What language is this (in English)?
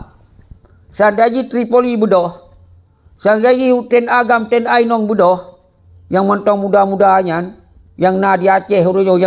Achinese